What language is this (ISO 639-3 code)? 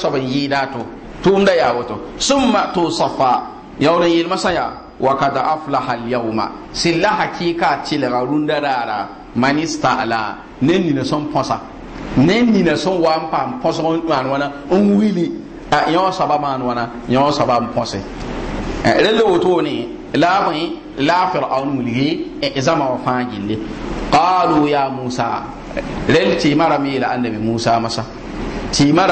mos